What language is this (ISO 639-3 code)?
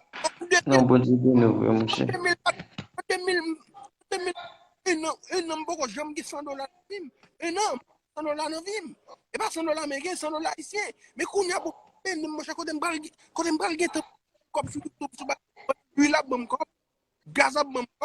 hat